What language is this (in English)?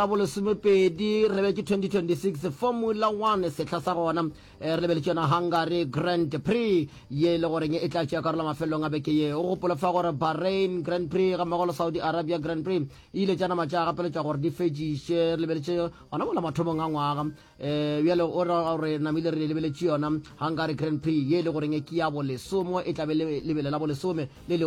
Northern Sotho